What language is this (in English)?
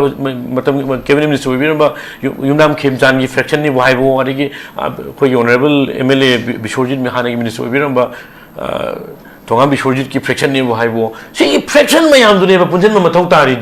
Manipuri